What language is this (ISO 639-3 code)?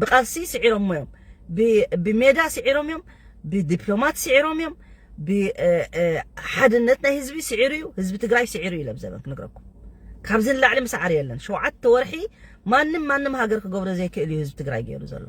tir